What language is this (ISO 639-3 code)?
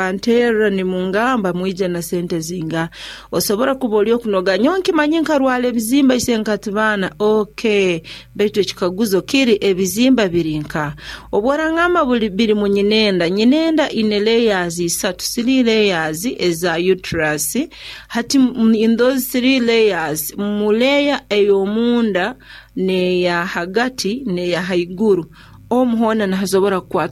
nyo